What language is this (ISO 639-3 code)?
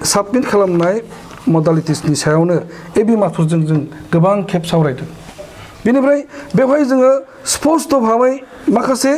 brx